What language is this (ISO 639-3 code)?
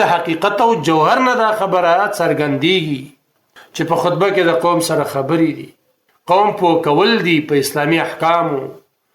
pus